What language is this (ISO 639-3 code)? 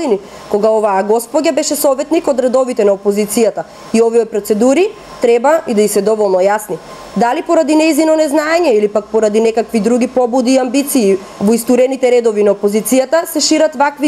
mkd